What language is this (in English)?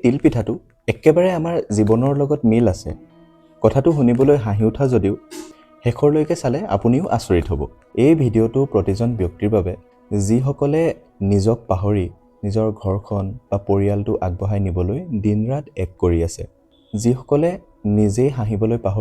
Assamese